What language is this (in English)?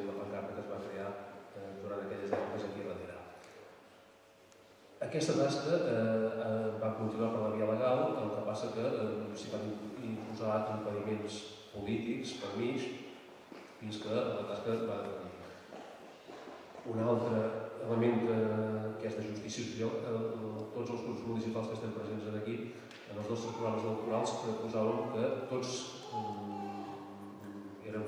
Catalan